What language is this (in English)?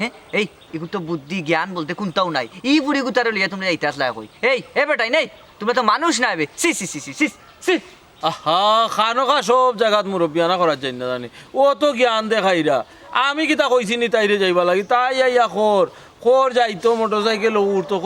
Sylheti